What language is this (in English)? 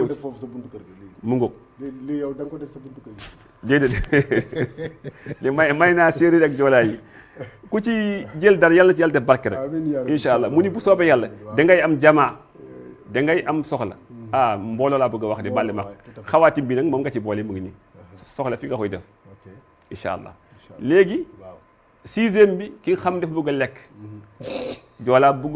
Wolof